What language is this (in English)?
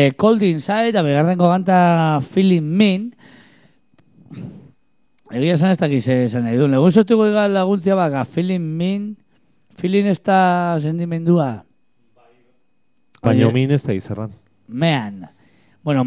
Basque